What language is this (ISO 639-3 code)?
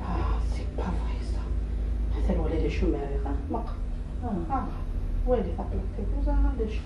kab